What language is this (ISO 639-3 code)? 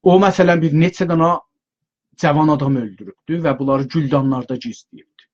azb